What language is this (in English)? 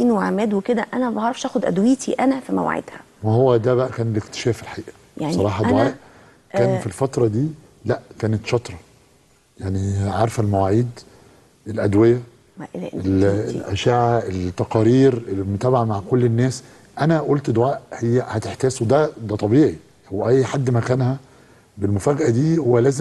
Egyptian Arabic